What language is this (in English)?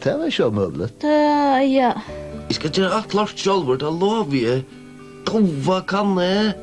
Faroese